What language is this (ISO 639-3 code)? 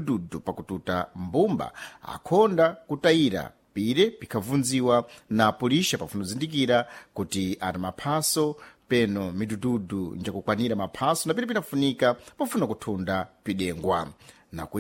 seh